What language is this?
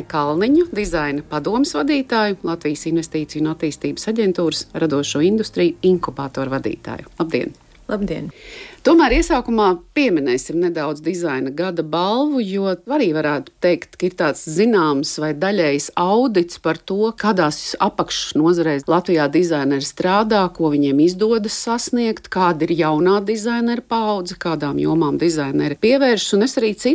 Latvian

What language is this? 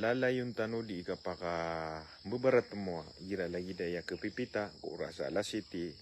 Maranao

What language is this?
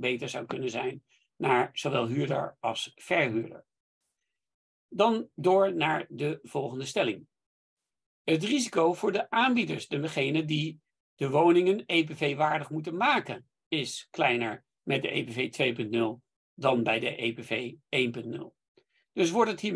Dutch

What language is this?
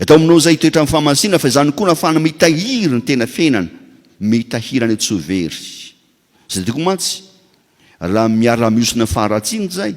Malagasy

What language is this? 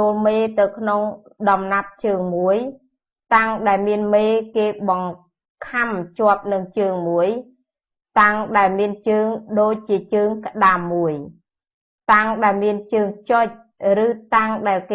Khmer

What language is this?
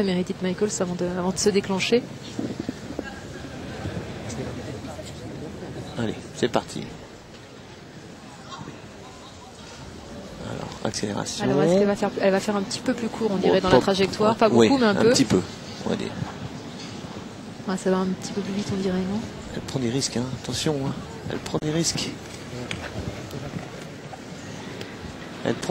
French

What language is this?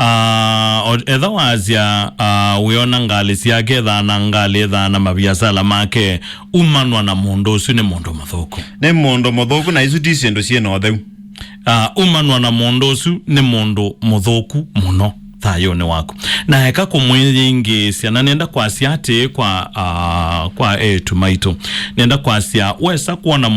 Kamba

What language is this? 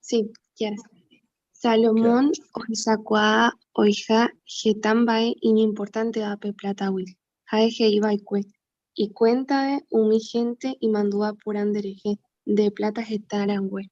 Guarani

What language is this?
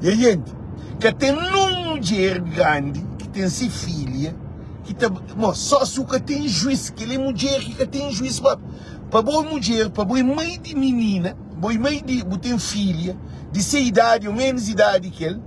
Kabuverdianu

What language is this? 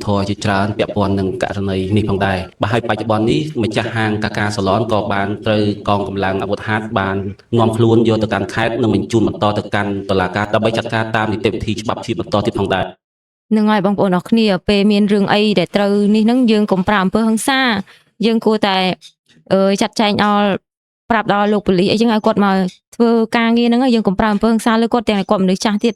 Khmer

